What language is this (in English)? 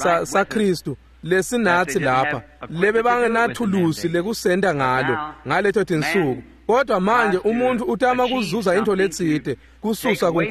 Swati